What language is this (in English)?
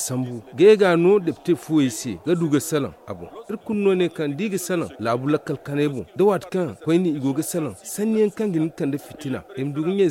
Zarma